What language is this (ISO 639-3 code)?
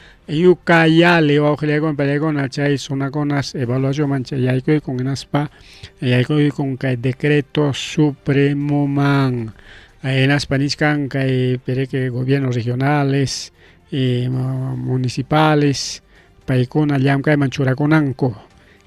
quy